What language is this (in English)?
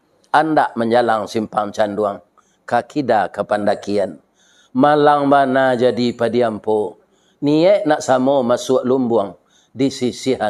Minangkabau